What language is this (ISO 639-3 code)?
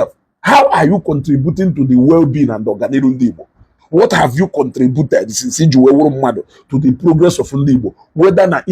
ibo